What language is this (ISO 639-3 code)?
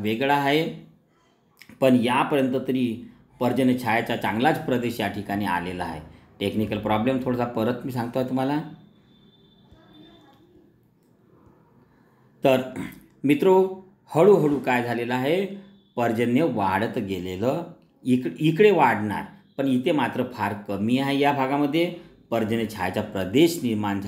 mar